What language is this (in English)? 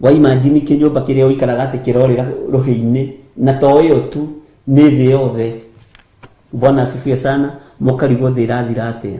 Kikuyu